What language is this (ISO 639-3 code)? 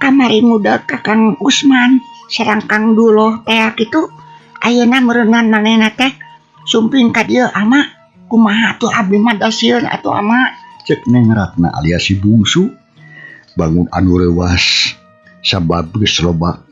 sun